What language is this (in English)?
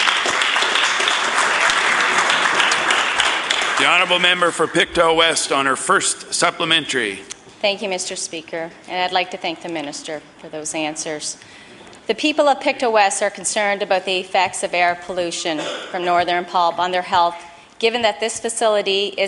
English